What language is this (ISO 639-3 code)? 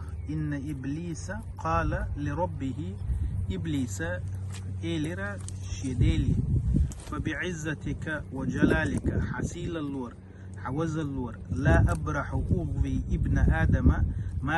che